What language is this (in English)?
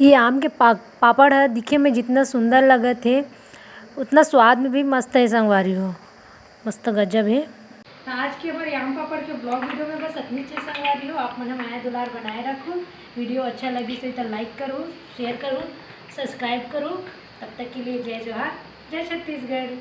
Chhattisgarhi